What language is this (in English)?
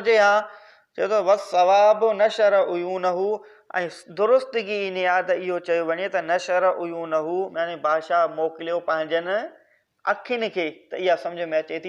Sindhi